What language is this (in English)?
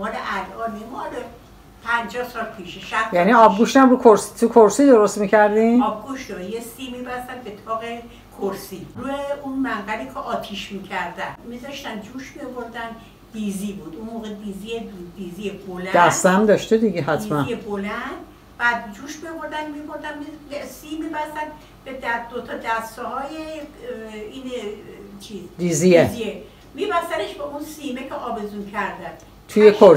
Persian